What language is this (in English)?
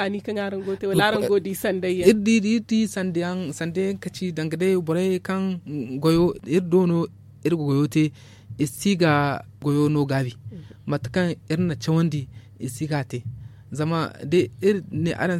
Zarma